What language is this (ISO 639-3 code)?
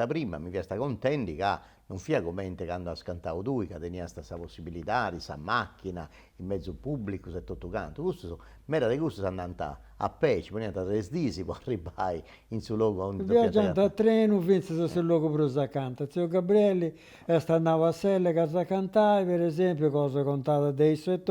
srd